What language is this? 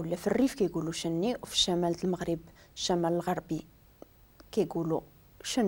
Moroccan Arabic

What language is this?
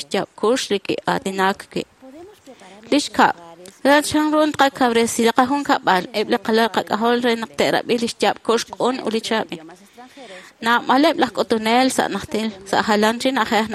Kekchí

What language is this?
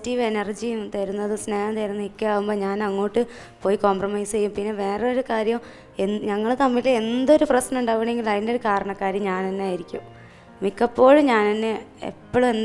Malayalam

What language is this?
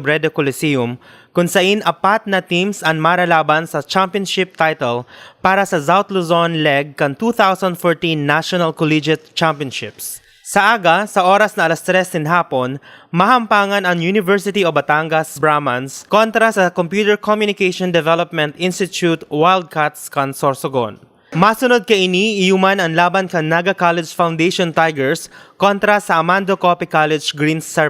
Bikol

